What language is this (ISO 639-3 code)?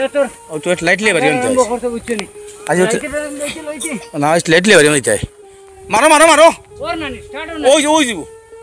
syl